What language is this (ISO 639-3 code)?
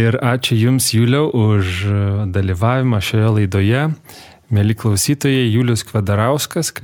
lit